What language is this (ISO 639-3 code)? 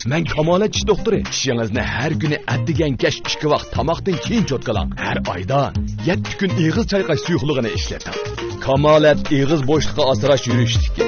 uig